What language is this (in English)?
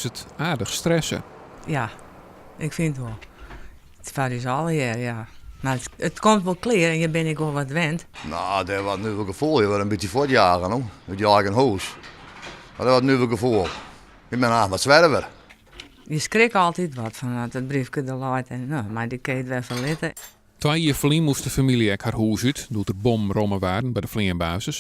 Western Frisian